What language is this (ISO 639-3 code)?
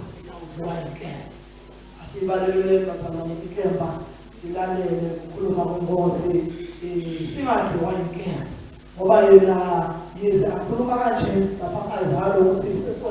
ssw